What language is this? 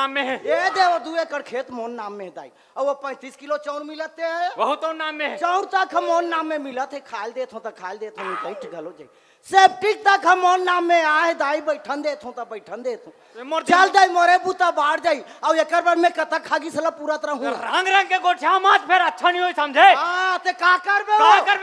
Chhattisgarhi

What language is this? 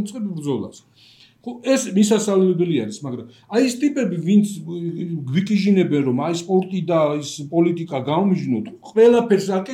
Georgian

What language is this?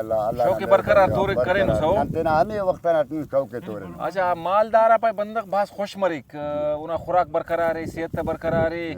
Brahui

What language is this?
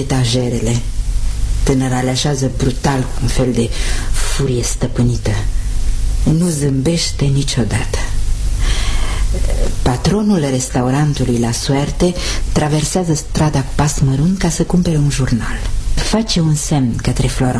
Romanian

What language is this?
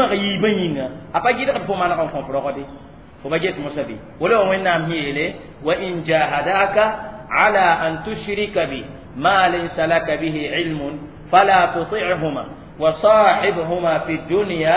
Mossi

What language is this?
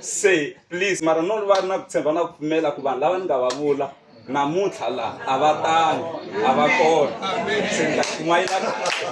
Tsonga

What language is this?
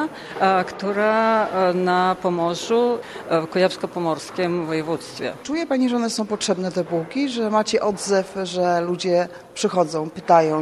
Polish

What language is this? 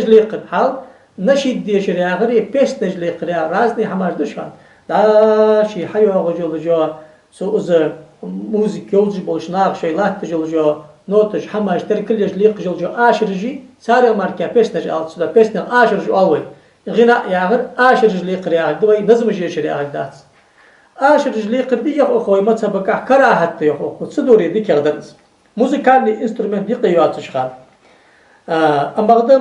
Ingush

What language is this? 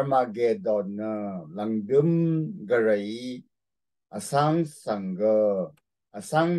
Rawang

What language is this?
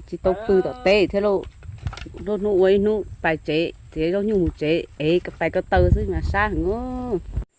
Hmong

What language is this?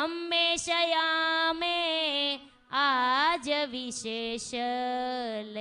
Gujarati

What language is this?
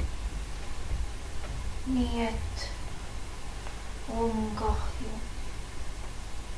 Estonian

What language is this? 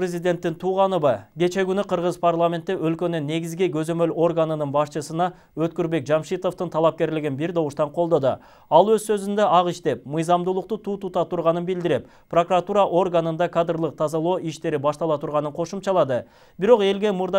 Kyrgyz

